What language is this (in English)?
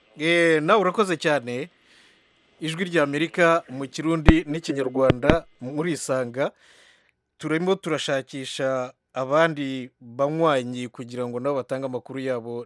Kinyarwanda